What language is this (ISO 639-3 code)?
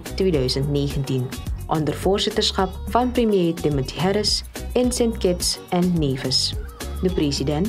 nld